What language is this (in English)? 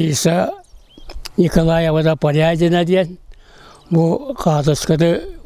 Yakut